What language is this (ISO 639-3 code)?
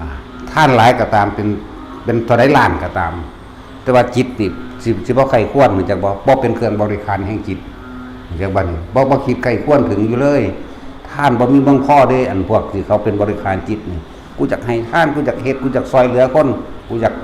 lao